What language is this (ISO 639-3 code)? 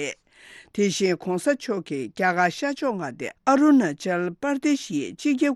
bod